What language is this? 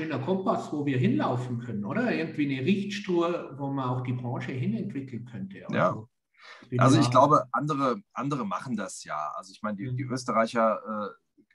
German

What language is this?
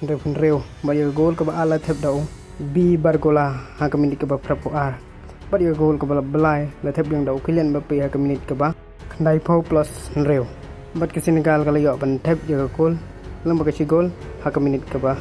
Khasi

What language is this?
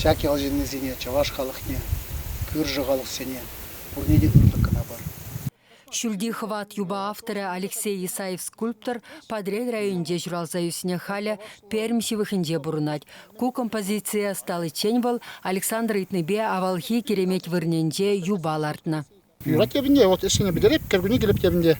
Chuvash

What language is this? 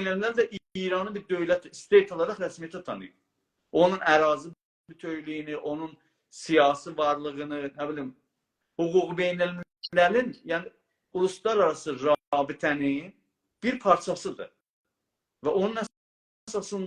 South Azerbaijani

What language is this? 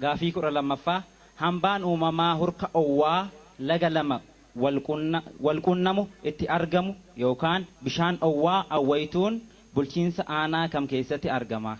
Oromo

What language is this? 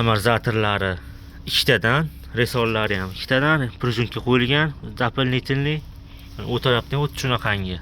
Uzbek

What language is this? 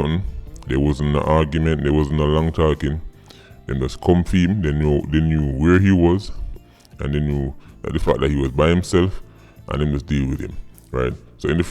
Jamaican Creole English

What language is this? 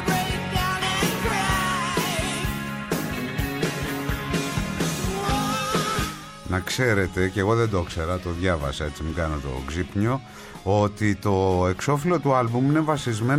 Greek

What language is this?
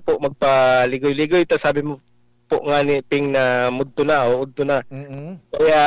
Bikol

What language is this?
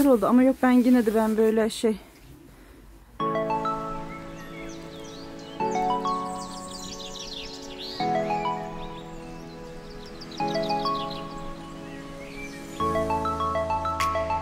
Turkish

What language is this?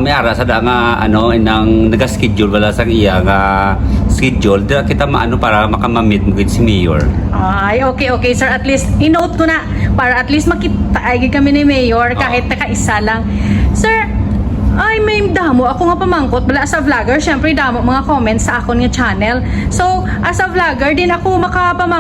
Hiligaynon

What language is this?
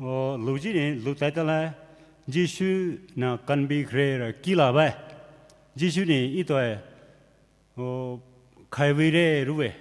Poumei Naga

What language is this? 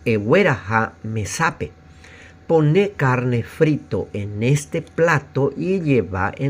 Guarani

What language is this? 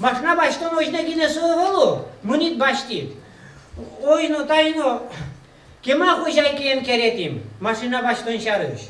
Udmurt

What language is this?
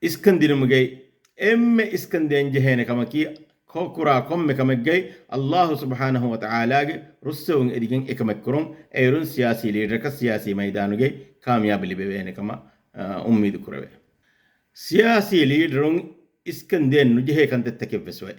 Divehi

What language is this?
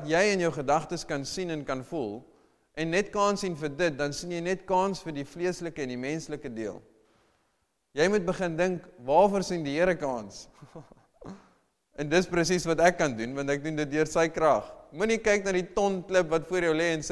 Afrikaans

